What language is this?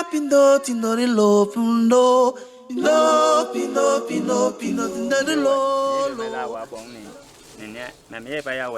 Basaa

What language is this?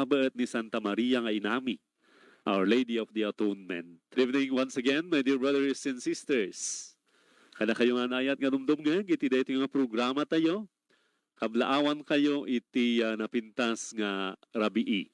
Iloko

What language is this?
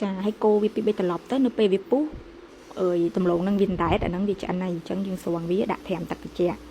Khmer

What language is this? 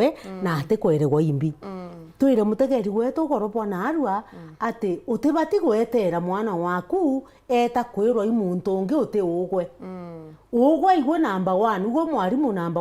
Meru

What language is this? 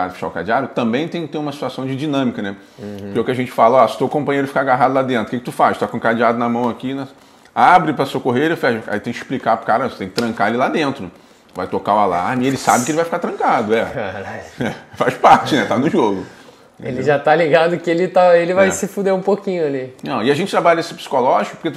Portuguese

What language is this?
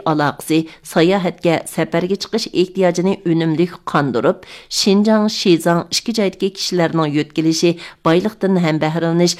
Uyghur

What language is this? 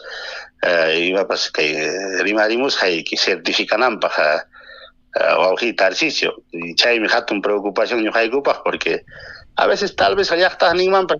Ayacucho Quechua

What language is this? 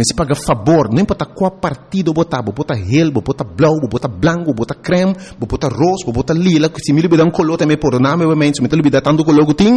Papiamento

